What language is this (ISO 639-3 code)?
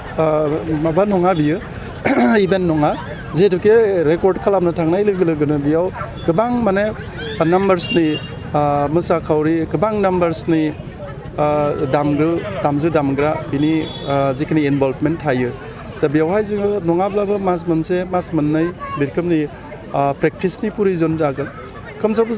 brx